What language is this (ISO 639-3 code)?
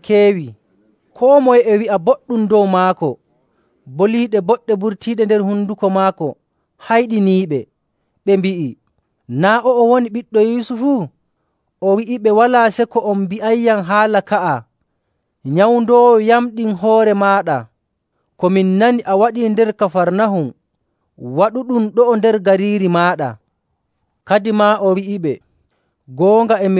fuv